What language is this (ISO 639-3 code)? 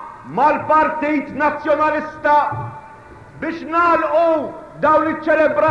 mlt